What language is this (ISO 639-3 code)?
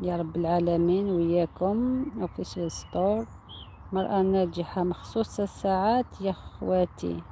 arq